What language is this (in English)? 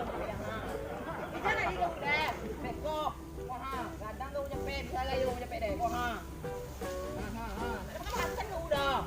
Minangkabau